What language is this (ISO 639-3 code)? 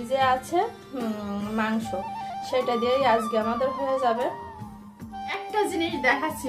ben